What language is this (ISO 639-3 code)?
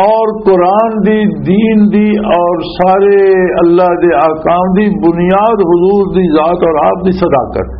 lah